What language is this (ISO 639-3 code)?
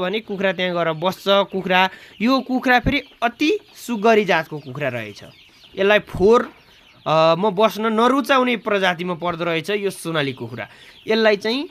nep